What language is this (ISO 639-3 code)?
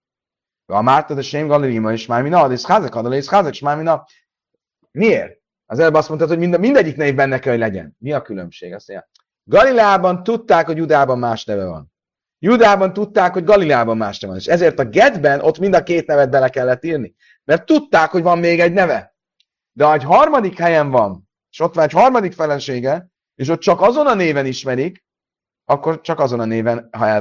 hun